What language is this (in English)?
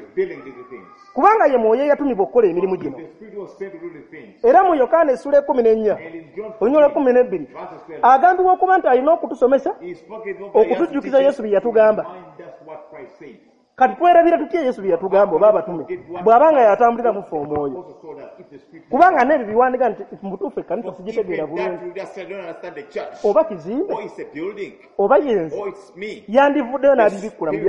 Ganda